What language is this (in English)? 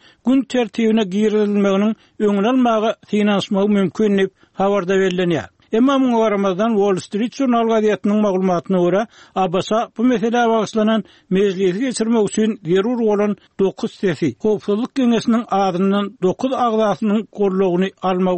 Turkmen